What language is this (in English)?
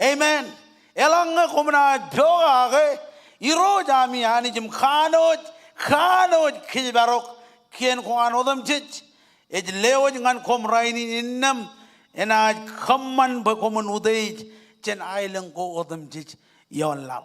Marshallese